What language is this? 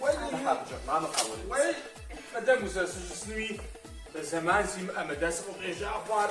Kabardian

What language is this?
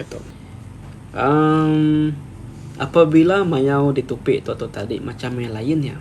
Iban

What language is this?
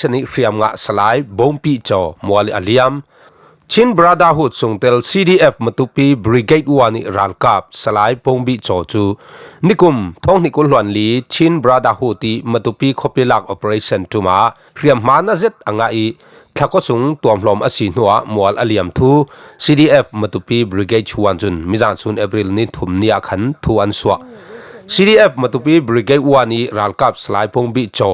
Falam Chin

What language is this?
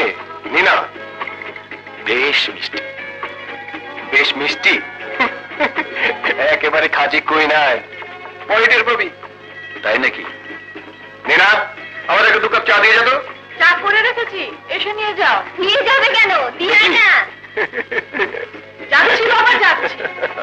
Bangla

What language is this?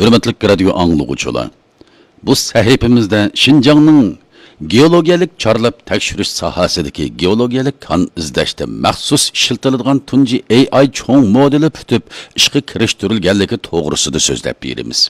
Uyghur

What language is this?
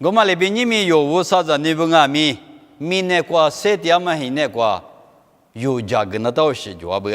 Lisu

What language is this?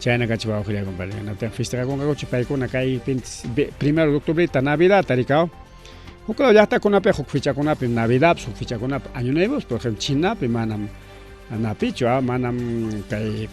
Ayacucho Quechua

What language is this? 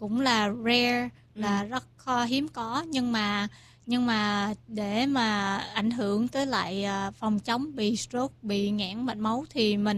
Vietnamese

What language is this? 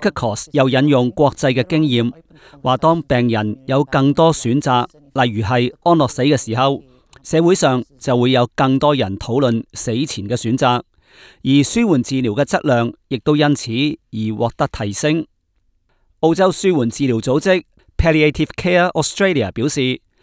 Cantonese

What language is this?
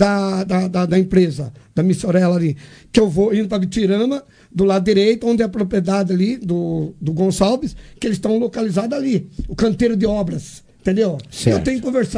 Portuguese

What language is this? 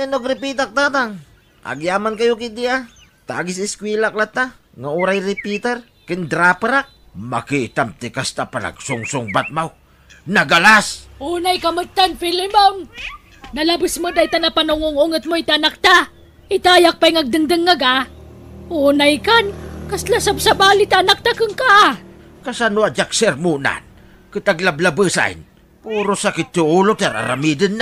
Iloko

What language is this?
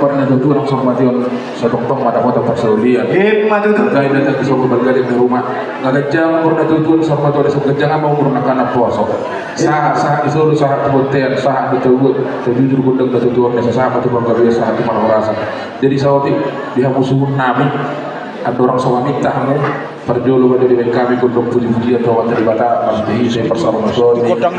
Batak Toba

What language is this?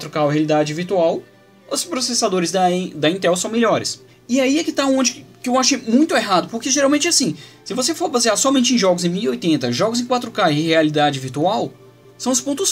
Portuguese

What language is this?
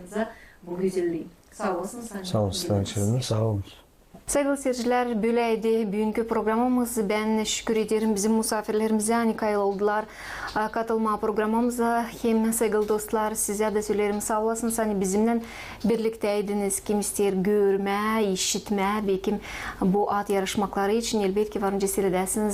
Gagauz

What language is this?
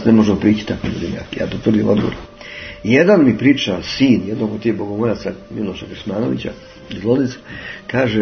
Serbian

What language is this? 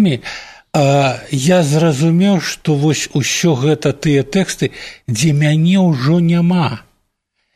Belarusian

